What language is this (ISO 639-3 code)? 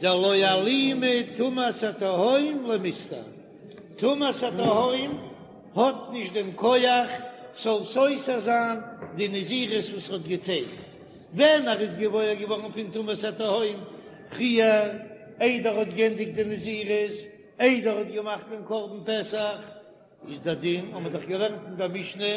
yid